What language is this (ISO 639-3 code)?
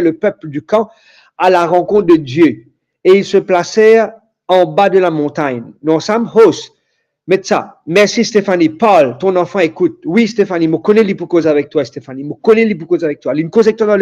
mfe